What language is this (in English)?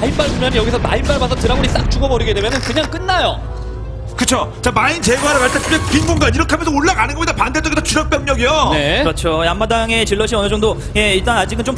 Korean